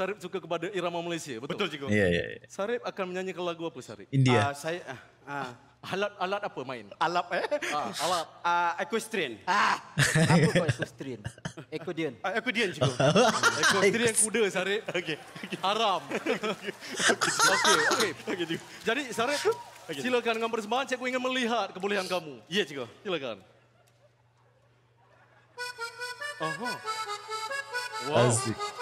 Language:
Malay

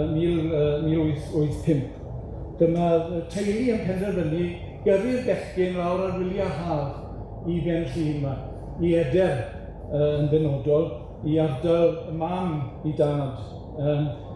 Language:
Welsh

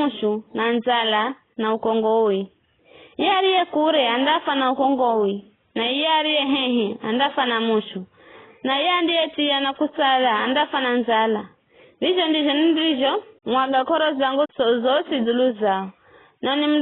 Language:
Giryama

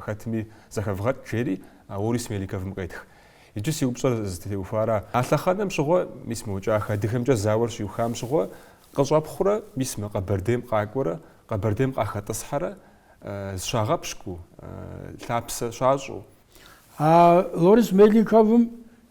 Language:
Kabardian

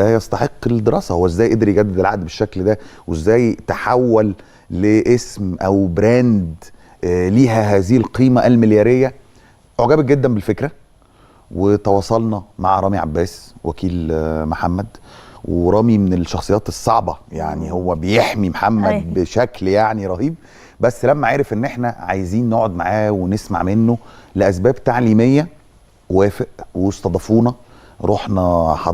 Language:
Egyptian Arabic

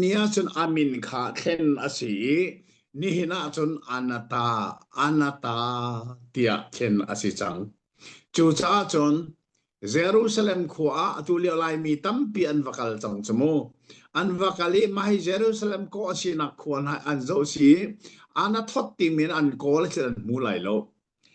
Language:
Hakha Chin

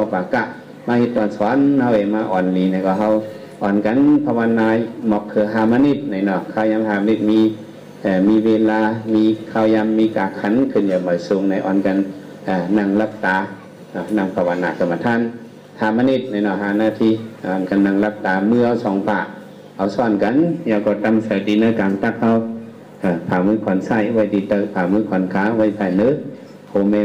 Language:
Shan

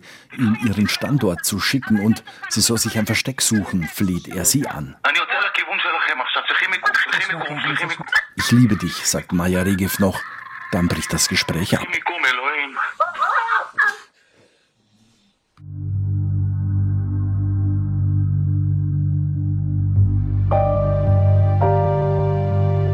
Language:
German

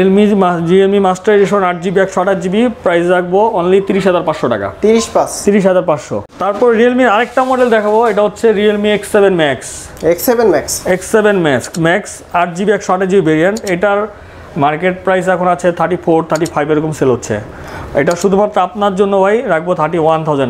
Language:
Bangla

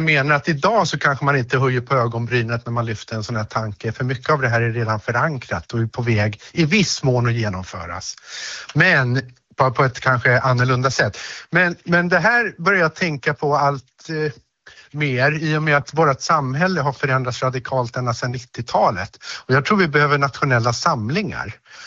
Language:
Swedish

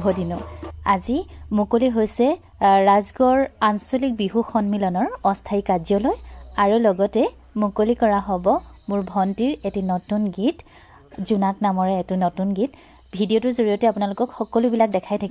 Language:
Assamese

